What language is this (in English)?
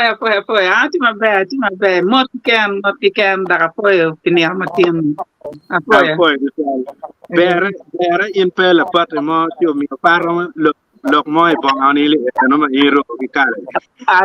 Acoli